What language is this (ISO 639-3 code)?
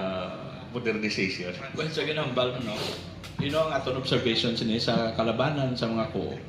hil